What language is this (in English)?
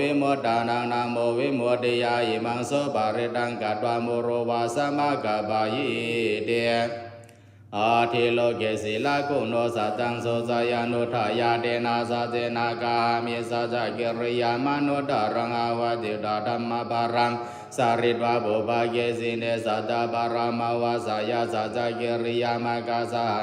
Pali